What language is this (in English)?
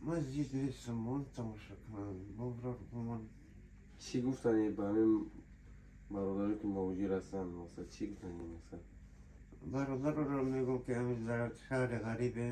Tajik